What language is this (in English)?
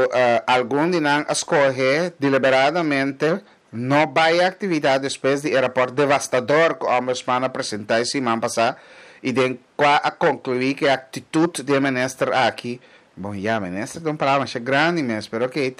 Papiamento